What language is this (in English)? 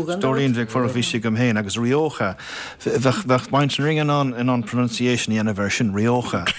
Irish